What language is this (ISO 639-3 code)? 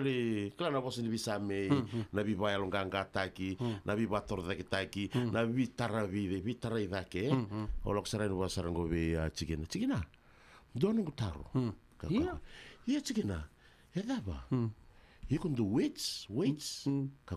fij